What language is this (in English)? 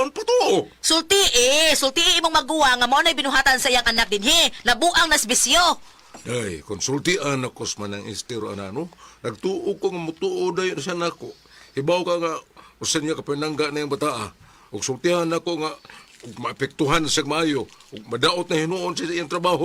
Cebuano